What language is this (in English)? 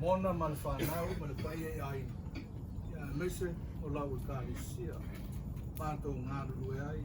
Samoan